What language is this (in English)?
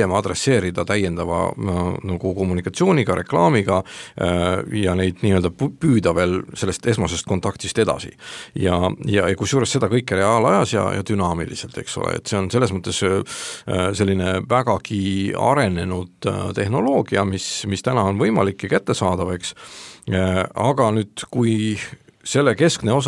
Estonian